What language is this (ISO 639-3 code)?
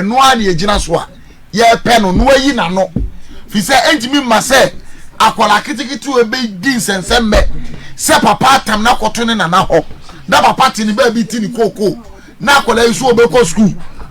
aka